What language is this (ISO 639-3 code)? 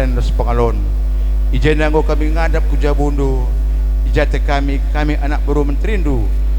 btx